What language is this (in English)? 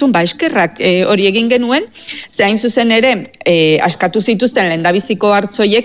Basque